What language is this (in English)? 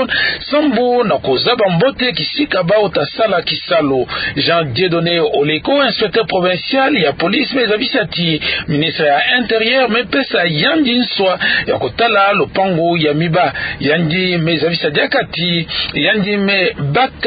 Kituba (Democratic Republic of Congo)